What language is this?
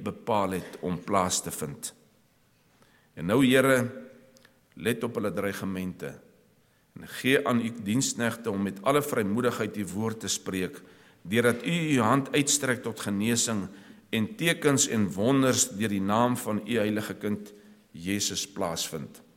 Afrikaans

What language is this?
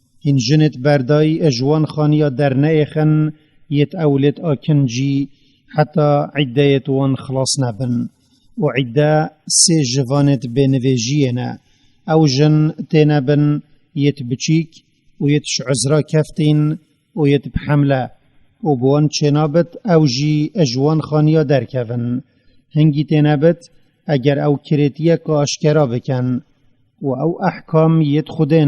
Kurdish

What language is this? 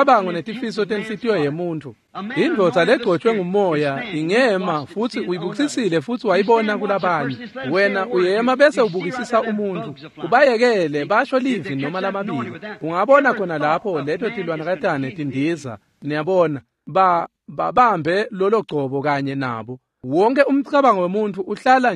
Swati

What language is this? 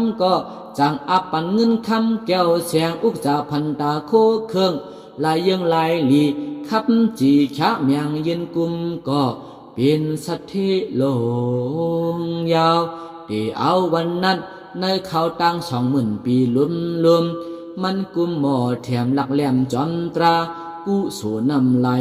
Shan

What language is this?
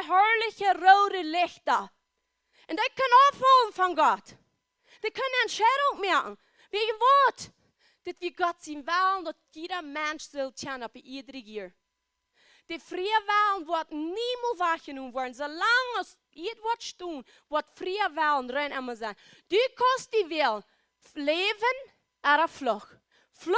Plautdietsch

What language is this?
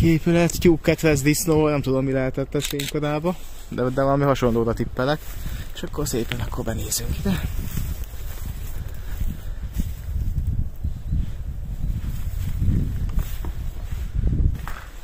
Hungarian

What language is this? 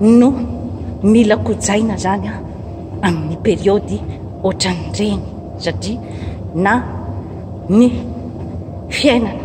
Malagasy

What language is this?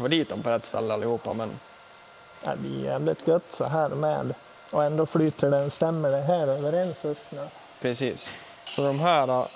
Swedish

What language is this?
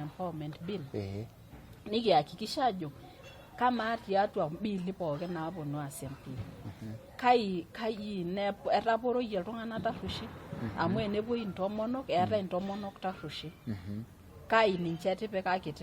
Masai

